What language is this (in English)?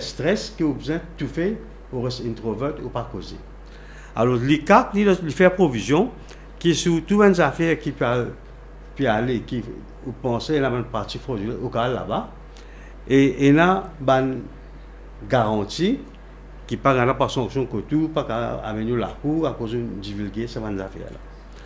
Morisyen